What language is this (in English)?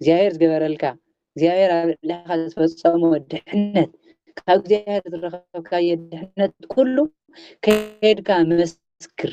Tigrinya